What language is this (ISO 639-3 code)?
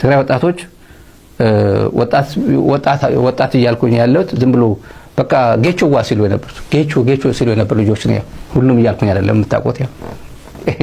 amh